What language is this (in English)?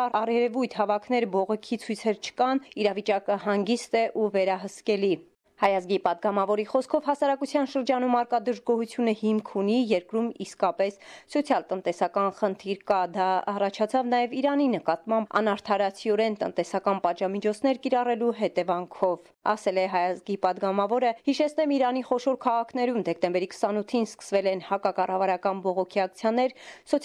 Armenian